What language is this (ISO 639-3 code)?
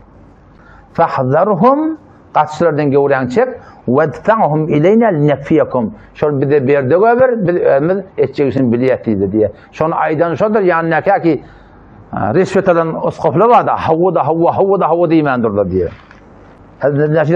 tuk